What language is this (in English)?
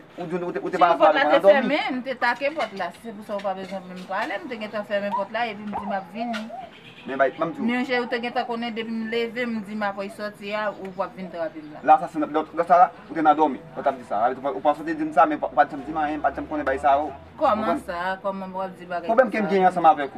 Haitian Creole